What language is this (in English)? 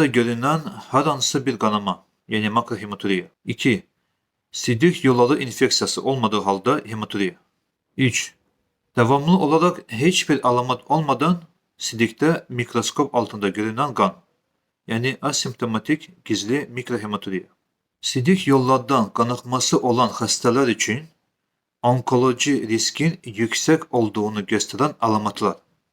Azerbaijani